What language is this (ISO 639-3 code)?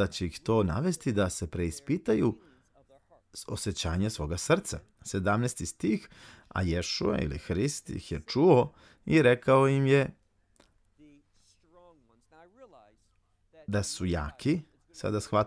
srp